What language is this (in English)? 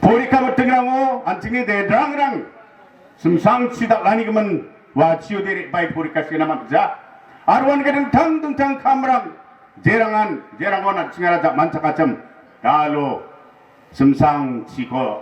Garo